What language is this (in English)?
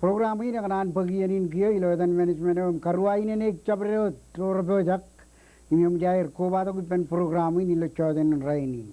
Marshallese